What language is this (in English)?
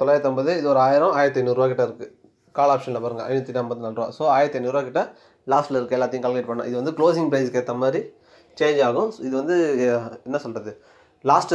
Tamil